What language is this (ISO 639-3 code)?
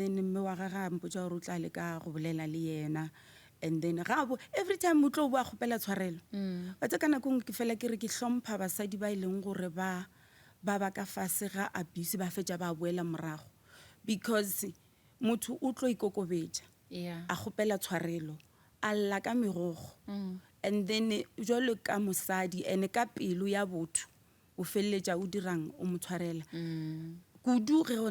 nso